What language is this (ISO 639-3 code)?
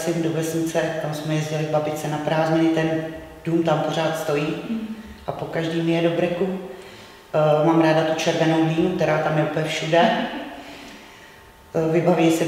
ces